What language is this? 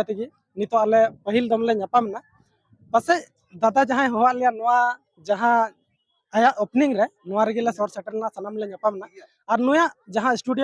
Santali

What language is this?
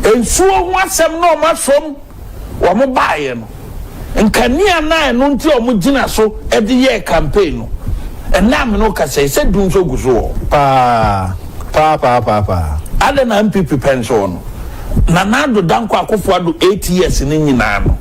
Akan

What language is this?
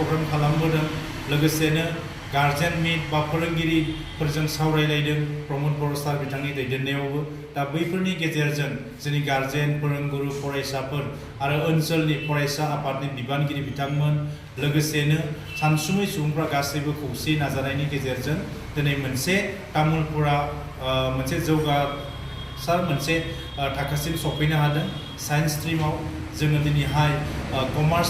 Bodo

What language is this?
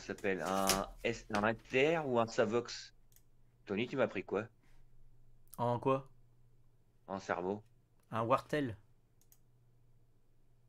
French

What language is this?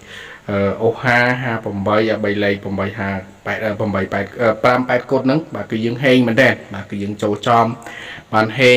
Khmer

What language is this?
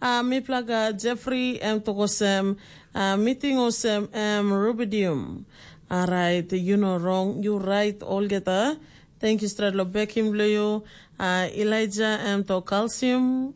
Tok Pisin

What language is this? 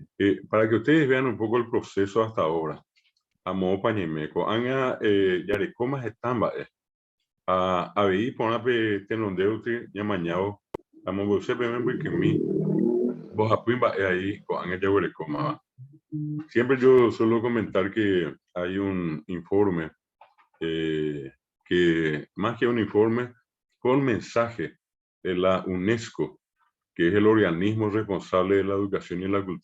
Guarani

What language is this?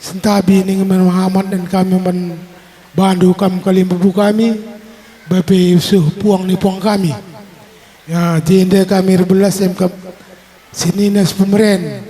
Batak Karo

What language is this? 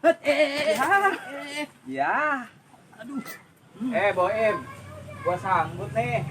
Betawi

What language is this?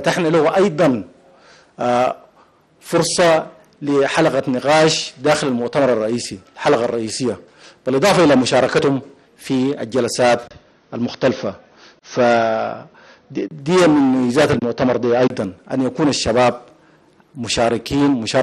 Arabic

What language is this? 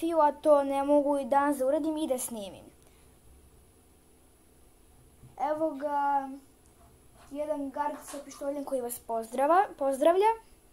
Serbian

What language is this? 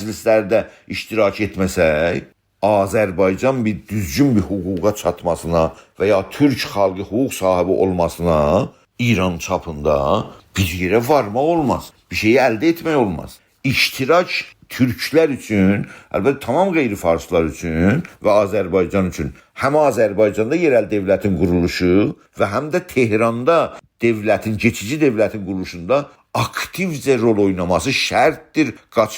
South Azerbaijani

